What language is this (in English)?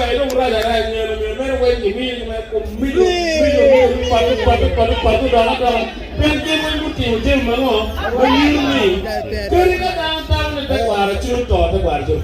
Acoli